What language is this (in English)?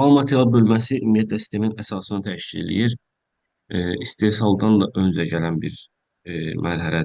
Azerbaijani